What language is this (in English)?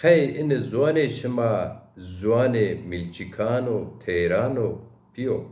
Zaza